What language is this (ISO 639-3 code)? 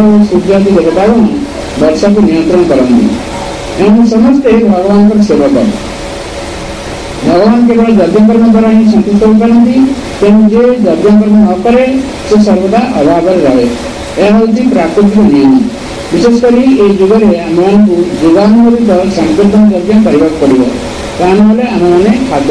ori